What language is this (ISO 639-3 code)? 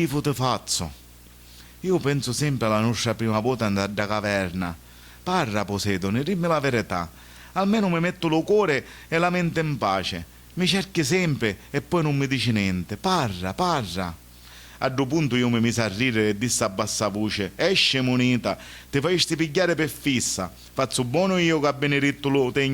scn